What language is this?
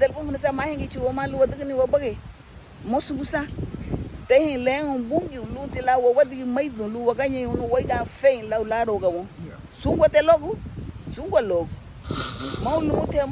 Garifuna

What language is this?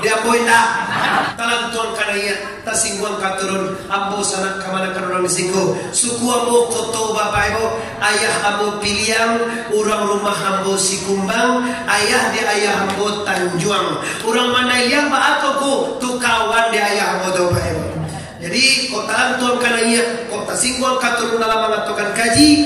Minangkabau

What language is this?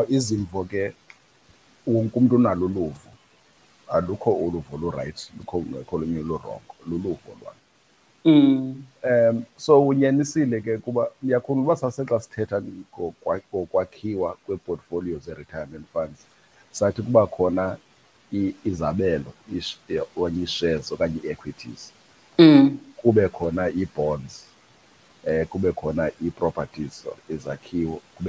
Xhosa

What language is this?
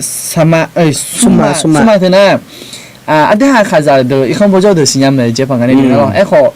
Akha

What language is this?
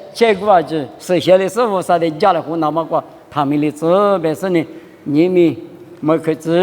Lisu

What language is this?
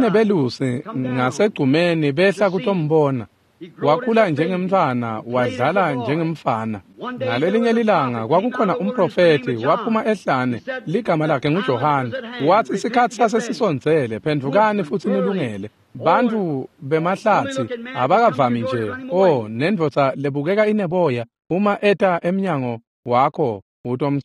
Swati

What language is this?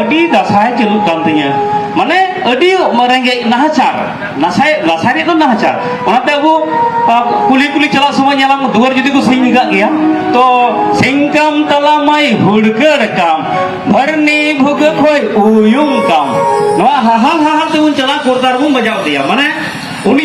Santali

